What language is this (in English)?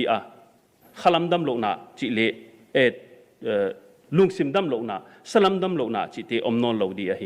Paite Chin